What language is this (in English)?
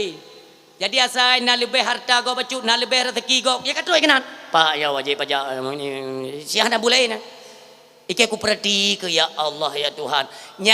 Achinese